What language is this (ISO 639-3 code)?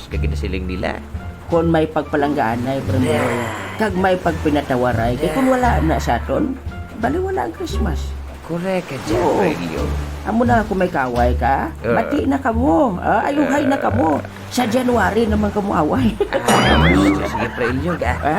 hil